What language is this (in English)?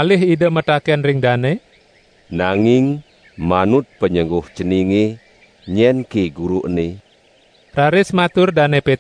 Balinese